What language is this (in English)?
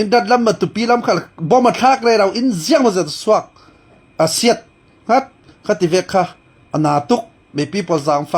Falam Chin